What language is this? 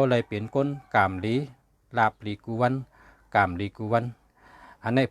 Shan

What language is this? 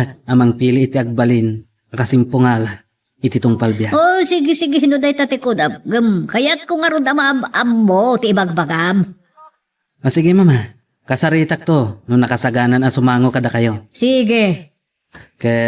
Iloko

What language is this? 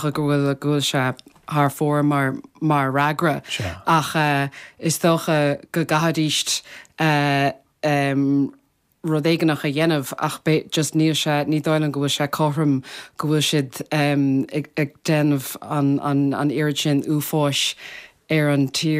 Irish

